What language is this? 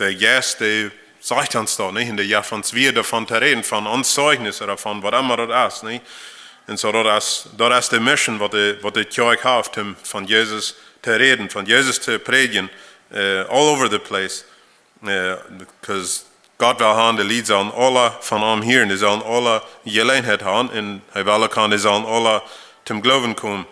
Plautdietsch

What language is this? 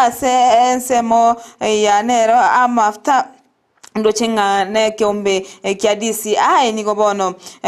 Gusii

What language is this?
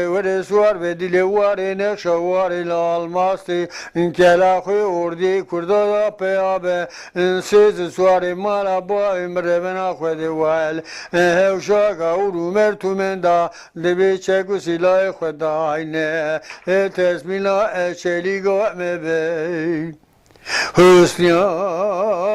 Zaza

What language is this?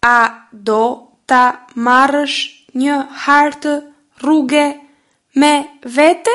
Albanian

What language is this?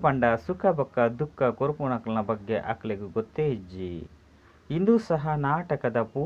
Tulu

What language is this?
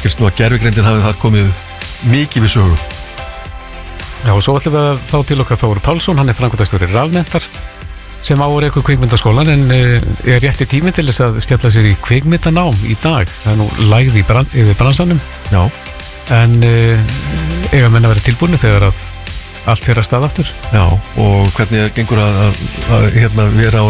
Icelandic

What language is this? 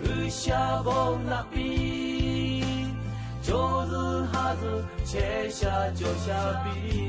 Lahu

